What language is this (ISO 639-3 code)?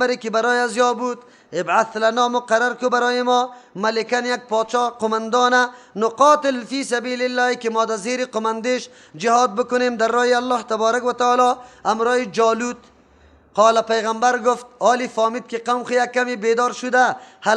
fas